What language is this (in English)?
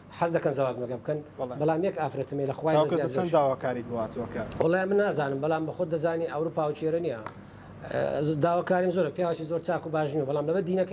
Central Kurdish